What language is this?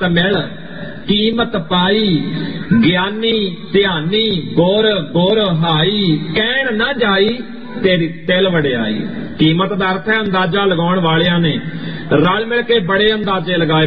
Punjabi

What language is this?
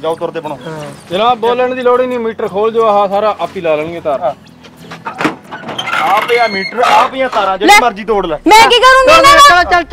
Punjabi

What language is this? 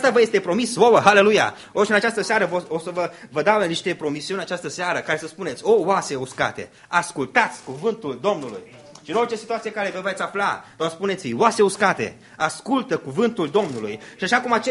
Romanian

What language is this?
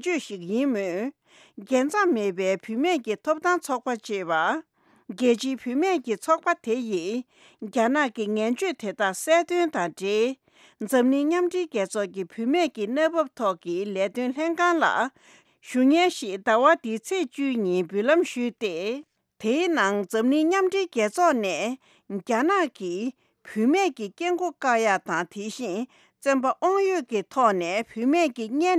Tibetan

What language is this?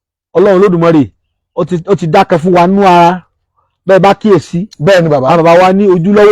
Yoruba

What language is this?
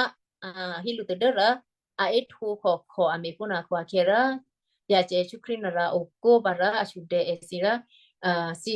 Western Kayah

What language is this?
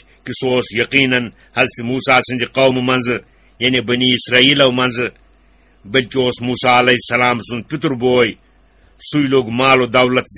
Kashmiri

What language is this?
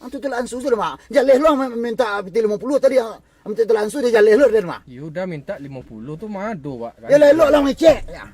Minangkabau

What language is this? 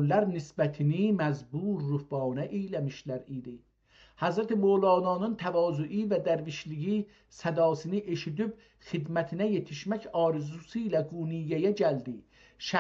South Azerbaijani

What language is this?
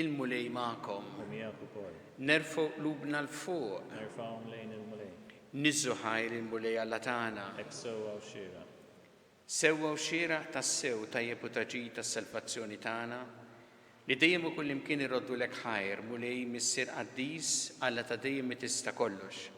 Maltese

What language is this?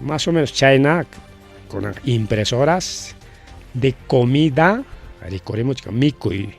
Ayacucho Quechua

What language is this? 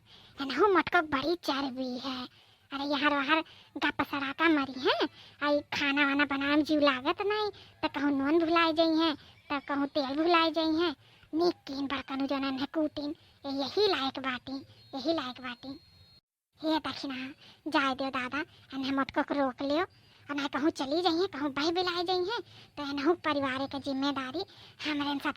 Awadhi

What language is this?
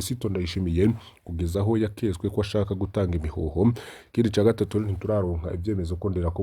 Rundi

